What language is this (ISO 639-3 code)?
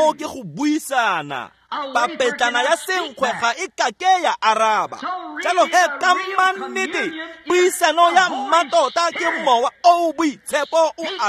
tsn